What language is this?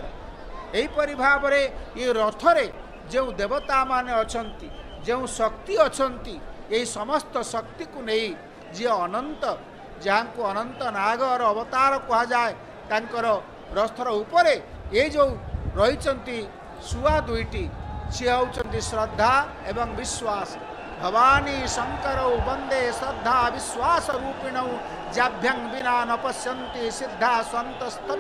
Odia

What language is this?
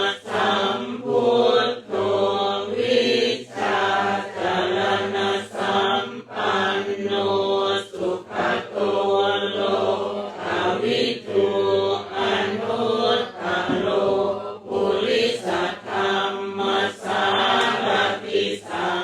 Pali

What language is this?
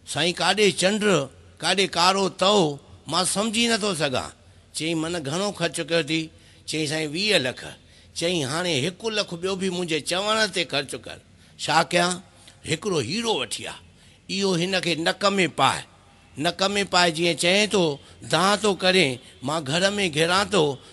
Sindhi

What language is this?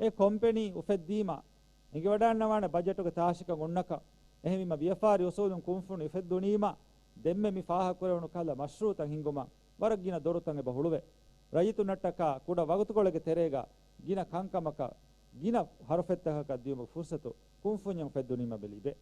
Divehi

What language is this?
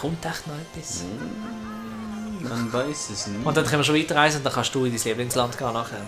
Swiss German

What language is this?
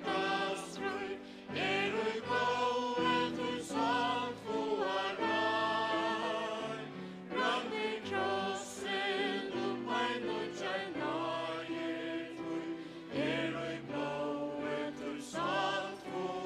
Faroese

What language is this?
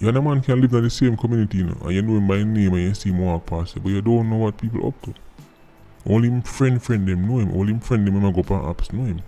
Jamaican Creole English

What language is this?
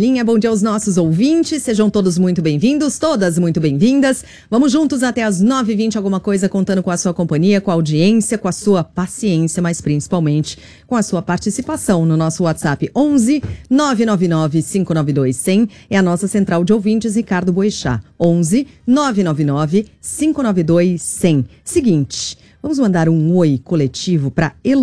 Portuguese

